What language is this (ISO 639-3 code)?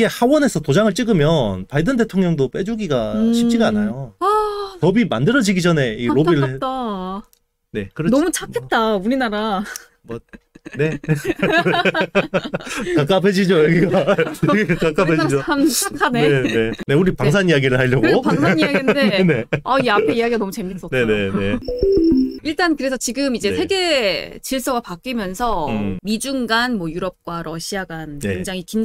kor